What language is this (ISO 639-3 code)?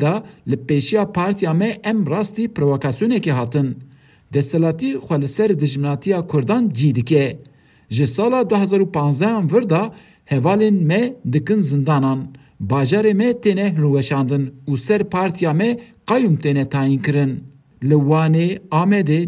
kur